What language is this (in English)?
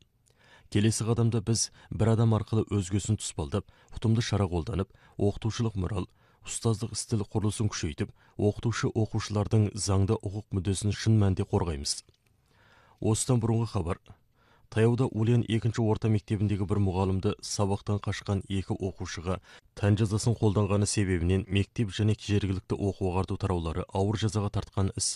Kazakh